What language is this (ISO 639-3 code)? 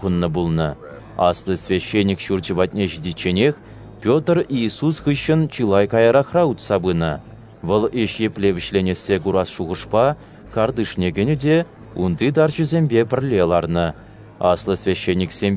chv